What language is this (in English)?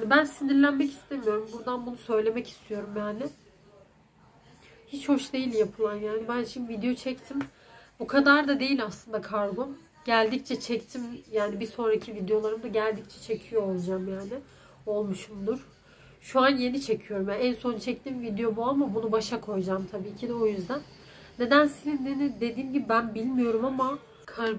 Turkish